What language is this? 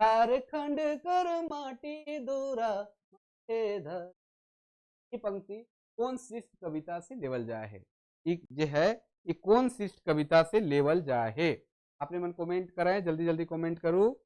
Sadri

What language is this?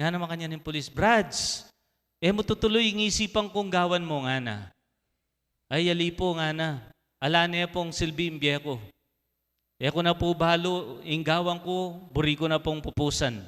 Pampanga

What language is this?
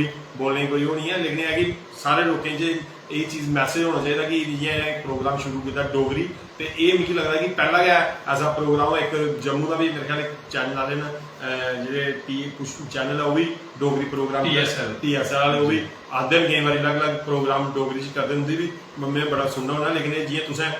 Dogri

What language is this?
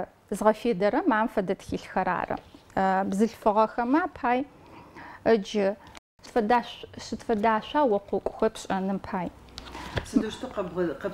Adyghe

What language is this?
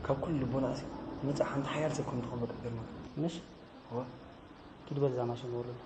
Tigrinya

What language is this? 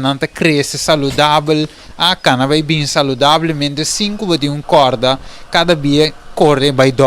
Papiamento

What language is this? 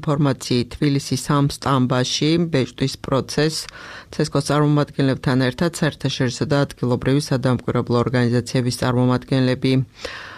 Georgian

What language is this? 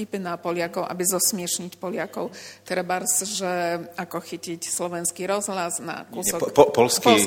Slovak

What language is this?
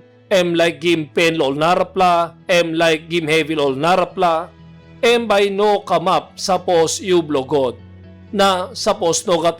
Tok Pisin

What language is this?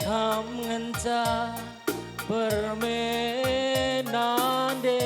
Batak Karo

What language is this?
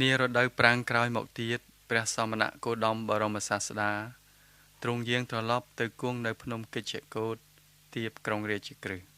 Khmer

